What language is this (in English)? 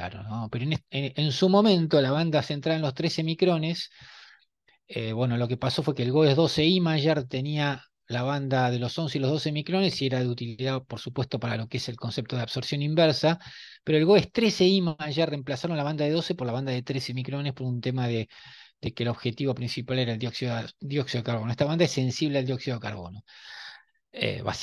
Spanish